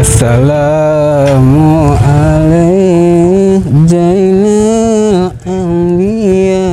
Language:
Banjar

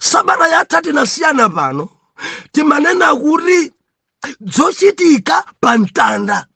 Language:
Nyanja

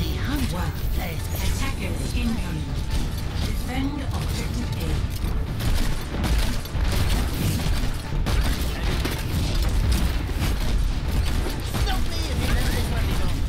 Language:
Thai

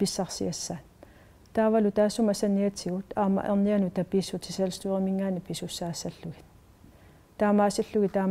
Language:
Kalaallisut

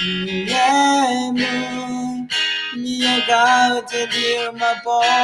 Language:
Akha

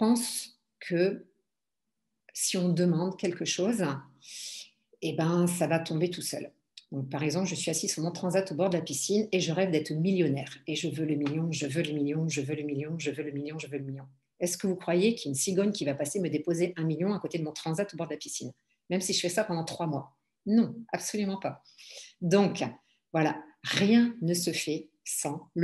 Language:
French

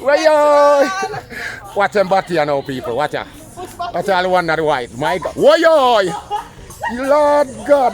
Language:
Jamaican Creole English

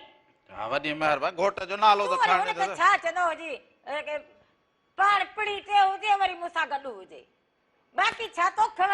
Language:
Sindhi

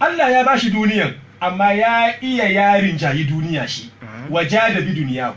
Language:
Hausa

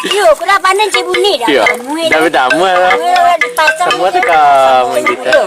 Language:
Minangkabau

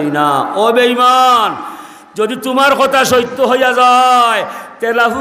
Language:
Sylheti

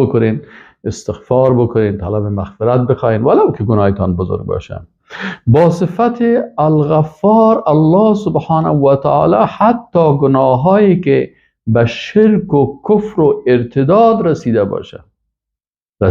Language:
Persian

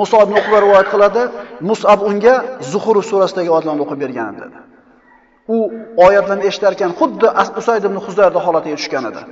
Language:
Uzbek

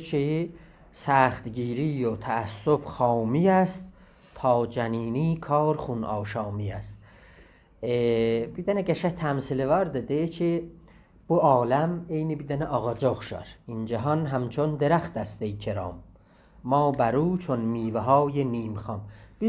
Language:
South Azerbaijani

